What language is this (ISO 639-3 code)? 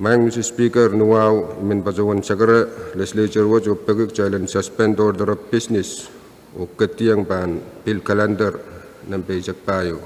pon